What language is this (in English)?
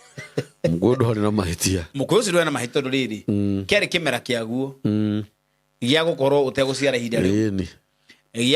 Kikuyu